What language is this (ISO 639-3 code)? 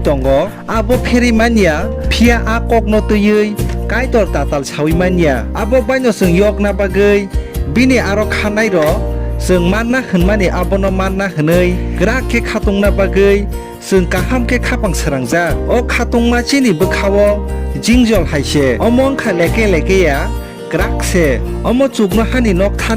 trp